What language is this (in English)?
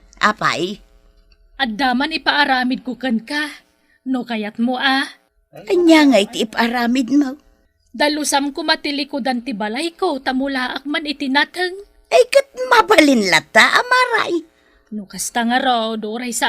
Iloko